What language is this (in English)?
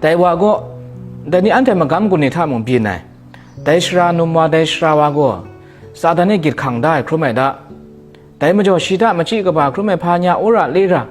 Kachin